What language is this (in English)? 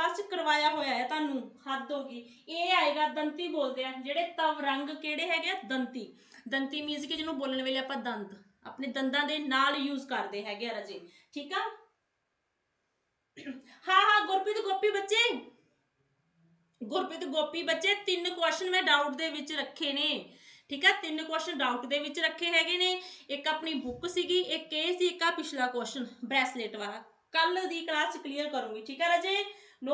Punjabi